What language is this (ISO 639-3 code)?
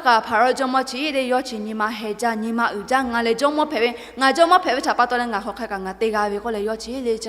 lhu